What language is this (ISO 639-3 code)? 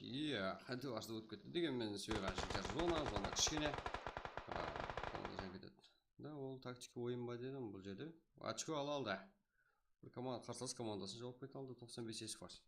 kaa